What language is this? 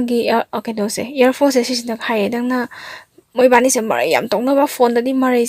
Manipuri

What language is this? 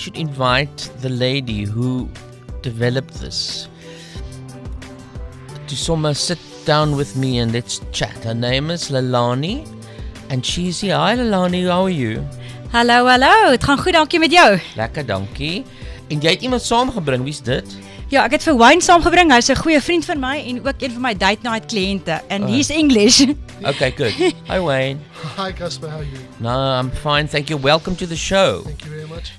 Afrikaans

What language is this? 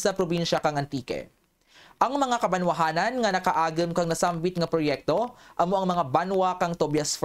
Kinaray-a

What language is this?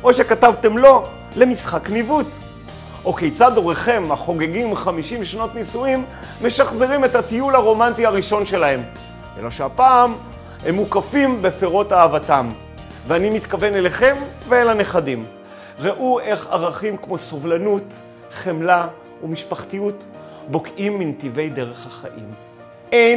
Hebrew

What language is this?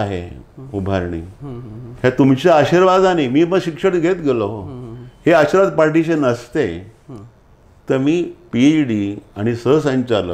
Marathi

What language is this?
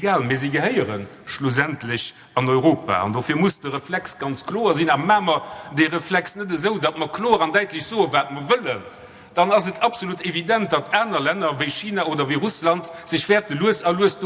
Luxembourgish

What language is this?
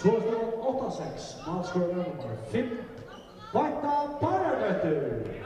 Faroese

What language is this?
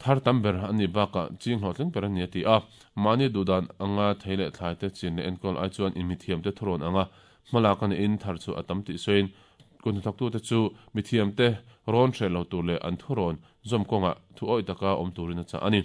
Mizo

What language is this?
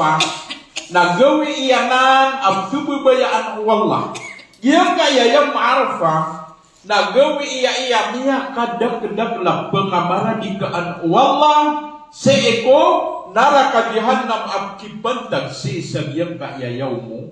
Maranao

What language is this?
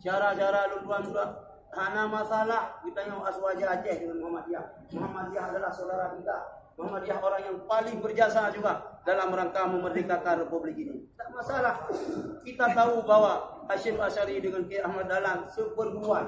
Achinese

